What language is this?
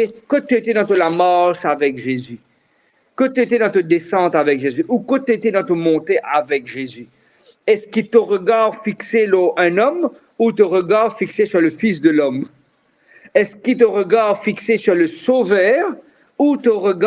Morisyen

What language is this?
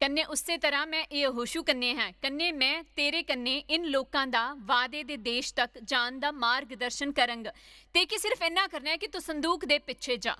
Dogri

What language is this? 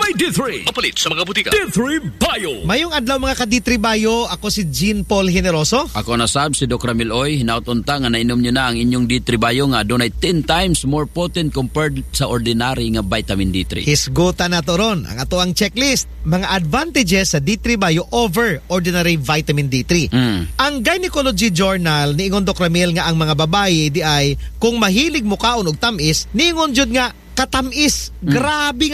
Cebuano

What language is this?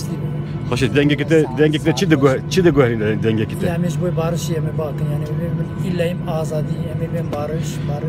Kurdish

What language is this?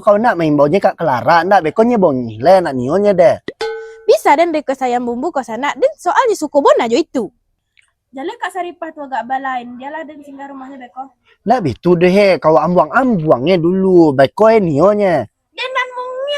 Minangkabau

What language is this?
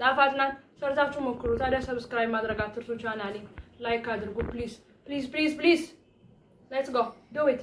Amharic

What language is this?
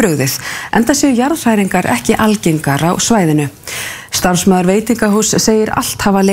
Icelandic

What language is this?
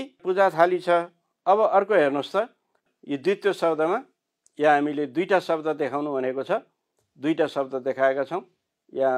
Nepali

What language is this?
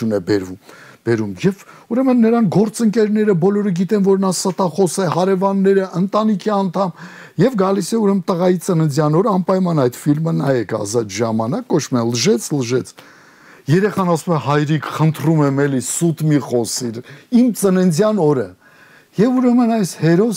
Armenian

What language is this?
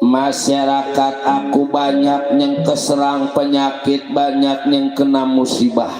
Betawi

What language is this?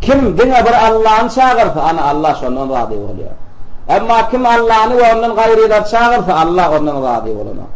Turkmen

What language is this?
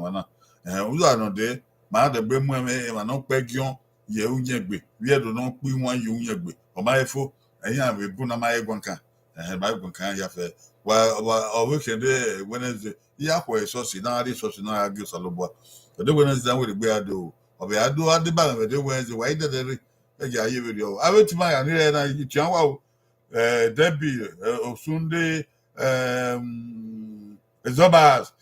Bini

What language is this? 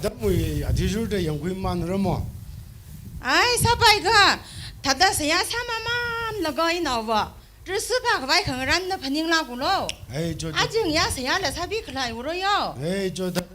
Tangkhul Naga (India)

